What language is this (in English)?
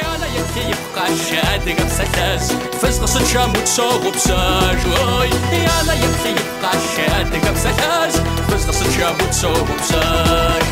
Kabardian